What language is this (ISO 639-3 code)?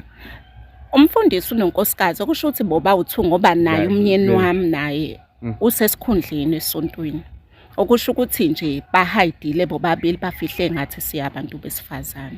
zul